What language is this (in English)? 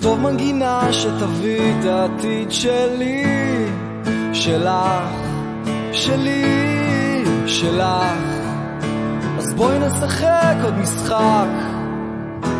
Hebrew